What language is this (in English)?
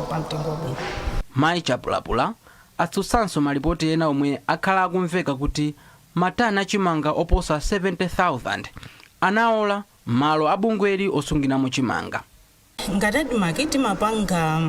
Nyanja